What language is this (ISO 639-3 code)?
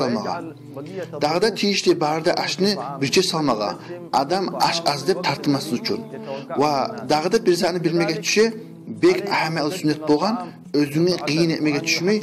kum